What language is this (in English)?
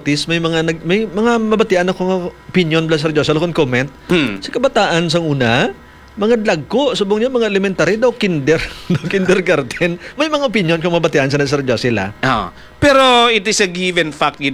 Hiligaynon